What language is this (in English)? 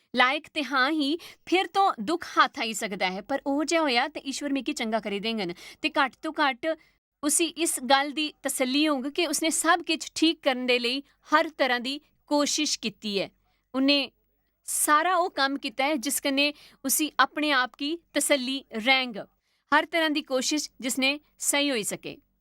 Dogri